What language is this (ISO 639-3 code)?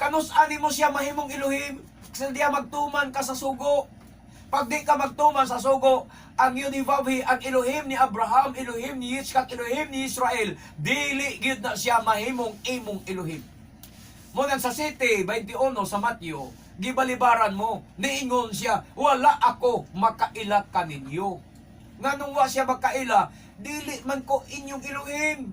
ceb